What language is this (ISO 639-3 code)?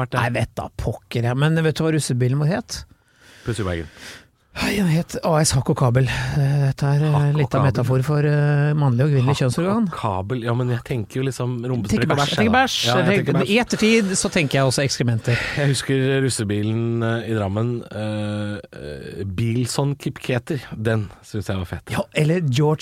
nor